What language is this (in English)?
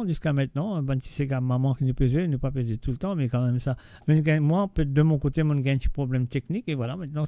Morisyen